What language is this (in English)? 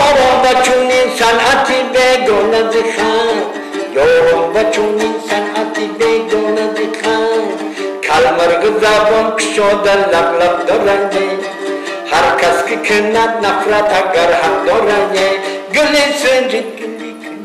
Tajik